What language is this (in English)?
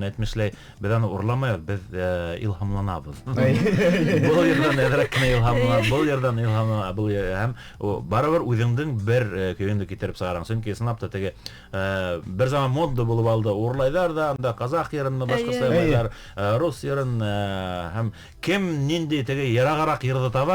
Bashkir